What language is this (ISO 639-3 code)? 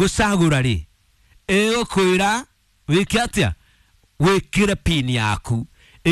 kik